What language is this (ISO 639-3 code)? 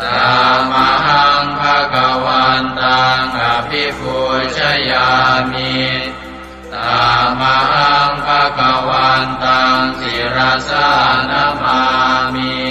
pli